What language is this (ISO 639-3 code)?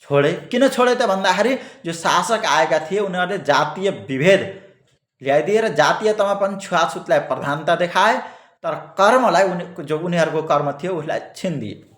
nep